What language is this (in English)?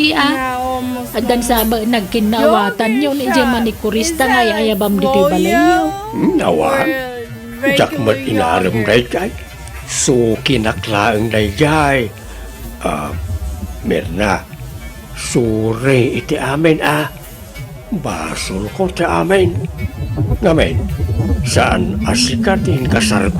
Iloko